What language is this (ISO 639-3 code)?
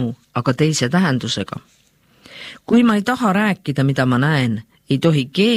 est